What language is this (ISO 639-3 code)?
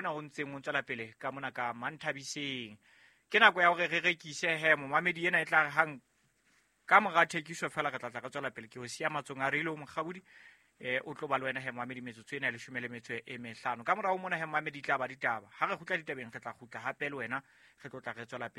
sot